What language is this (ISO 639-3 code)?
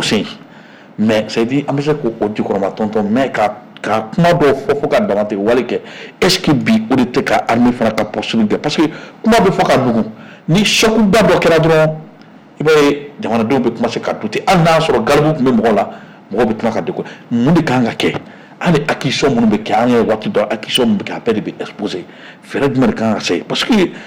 bam